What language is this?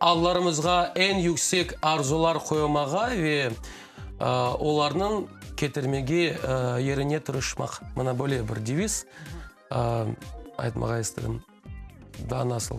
Crimean Tatar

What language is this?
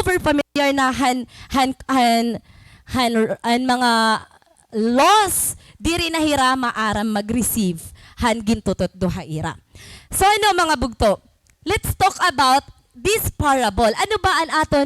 Waray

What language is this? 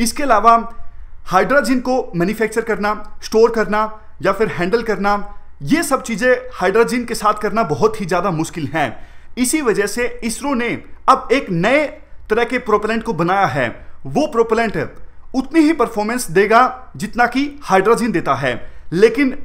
Hindi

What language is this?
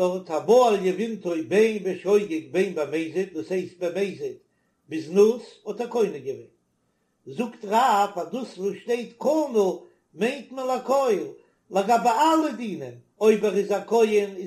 Yiddish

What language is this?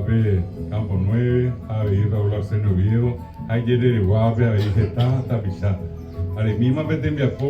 Guarani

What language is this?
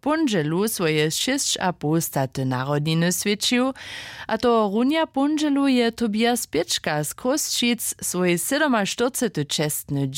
Upper Sorbian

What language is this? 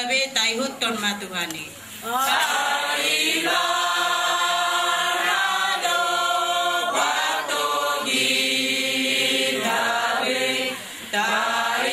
Batak Toba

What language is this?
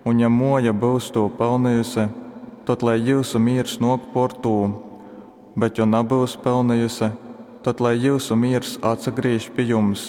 Latgalian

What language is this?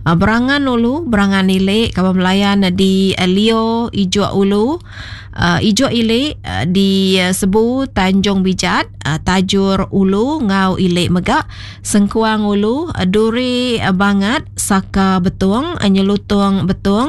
Iban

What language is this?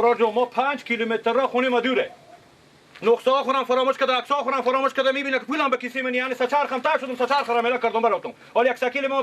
Persian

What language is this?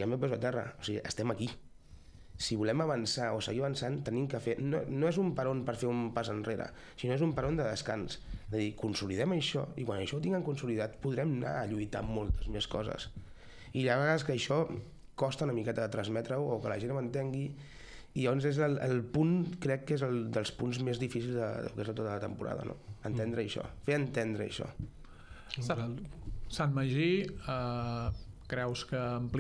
Catalan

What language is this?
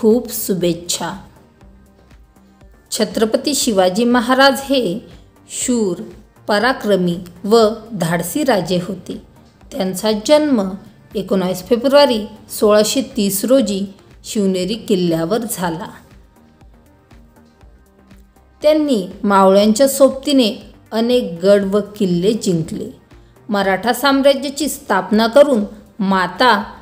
Marathi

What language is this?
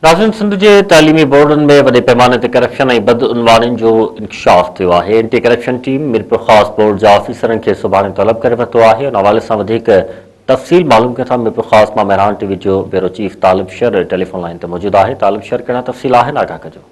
Sindhi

